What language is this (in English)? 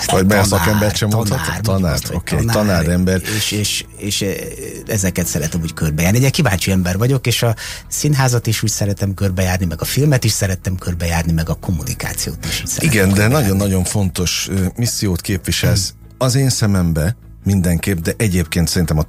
Hungarian